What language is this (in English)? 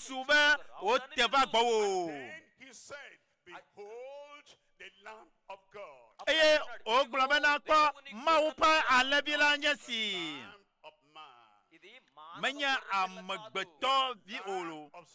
Ewe